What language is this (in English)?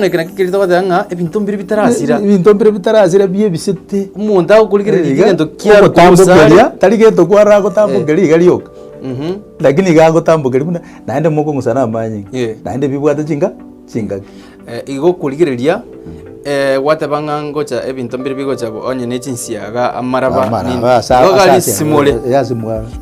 Gusii